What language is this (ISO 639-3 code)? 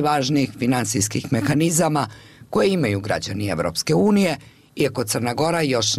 srp